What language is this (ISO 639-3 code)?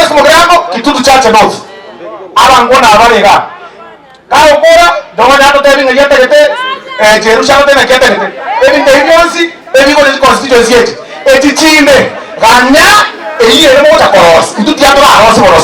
guz